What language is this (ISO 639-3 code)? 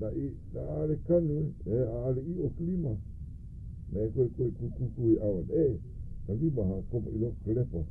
haw